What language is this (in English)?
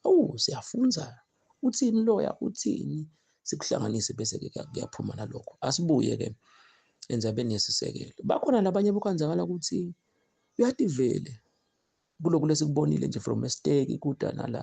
Zulu